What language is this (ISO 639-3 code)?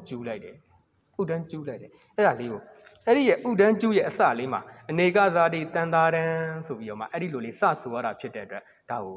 mya